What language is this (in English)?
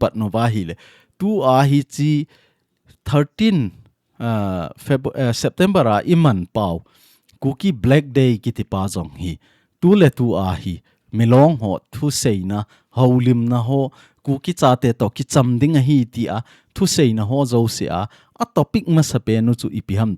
Thado Chin